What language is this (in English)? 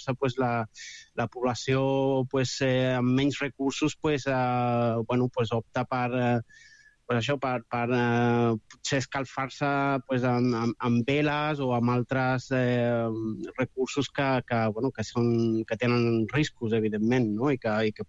Catalan